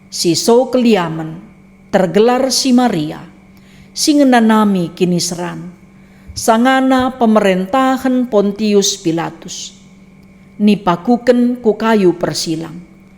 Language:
Batak Karo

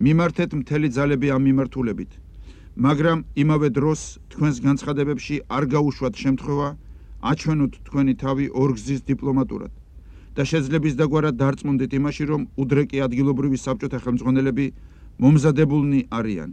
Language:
Georgian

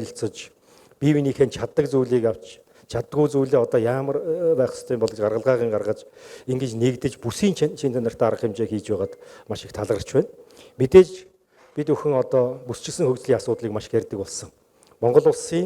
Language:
Mongolian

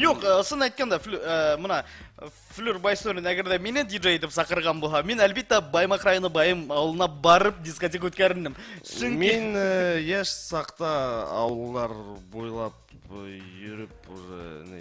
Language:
Bashkir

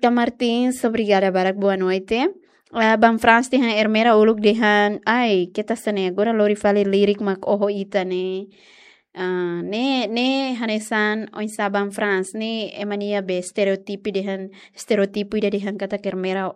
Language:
Tetum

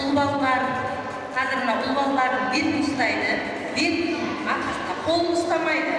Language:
Kara-Kalpak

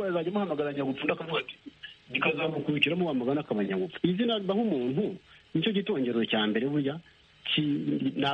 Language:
Kinyarwanda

